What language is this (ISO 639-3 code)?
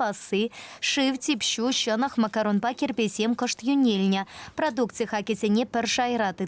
chv